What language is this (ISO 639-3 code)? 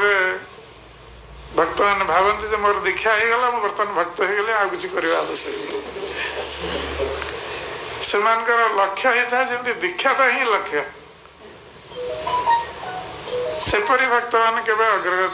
ori